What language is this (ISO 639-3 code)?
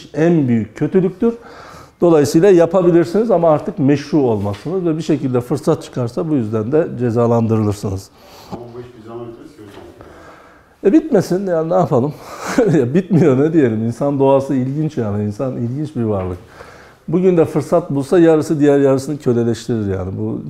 tur